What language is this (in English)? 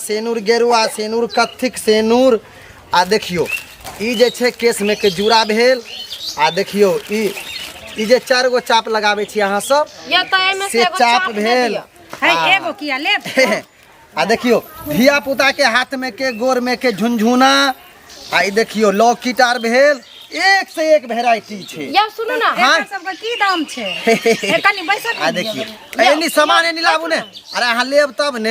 Maithili